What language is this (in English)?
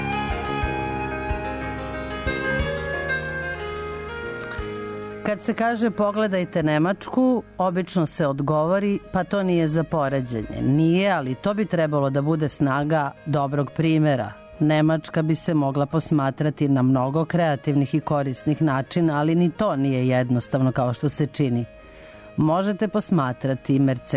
Serbian